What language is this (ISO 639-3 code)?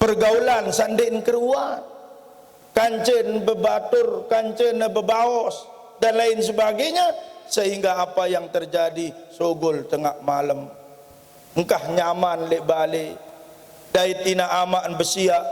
sas